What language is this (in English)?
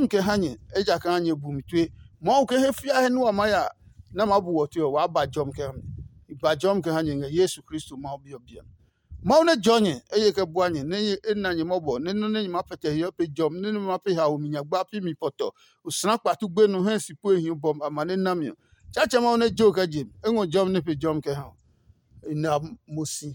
Adangme